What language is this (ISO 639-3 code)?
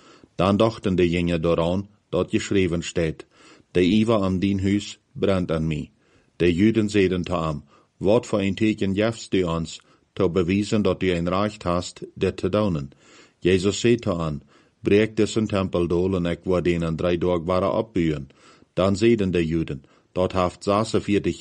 pdt